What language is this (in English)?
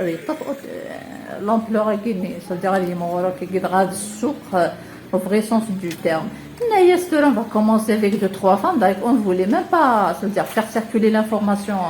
Kabyle